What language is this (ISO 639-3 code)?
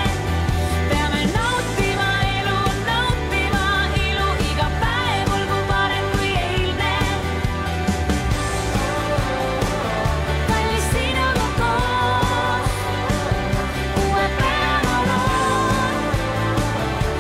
est